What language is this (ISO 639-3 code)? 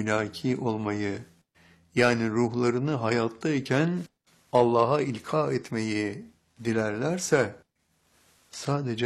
tur